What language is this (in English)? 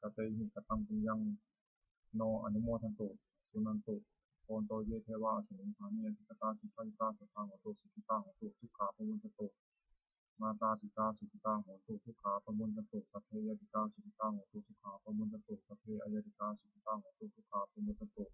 Pali